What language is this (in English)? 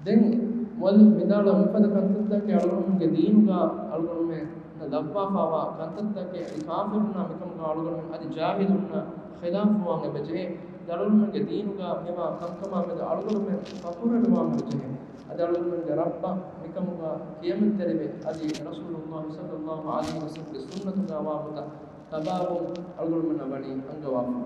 Divehi